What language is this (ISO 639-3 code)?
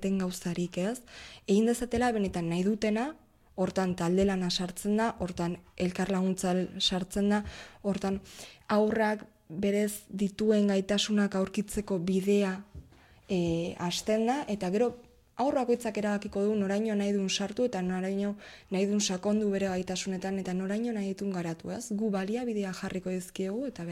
eus